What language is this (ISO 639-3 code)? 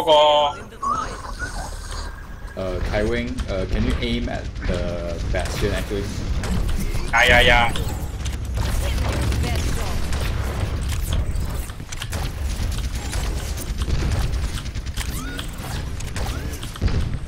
eng